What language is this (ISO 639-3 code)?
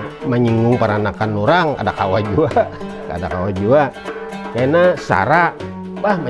bjn